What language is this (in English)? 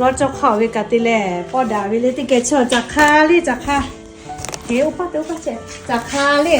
Lahu